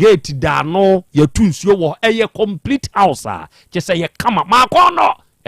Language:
Akan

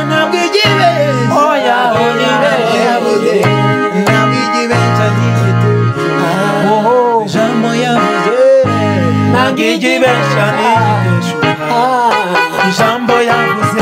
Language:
Kinyarwanda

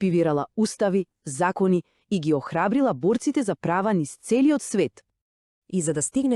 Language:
Macedonian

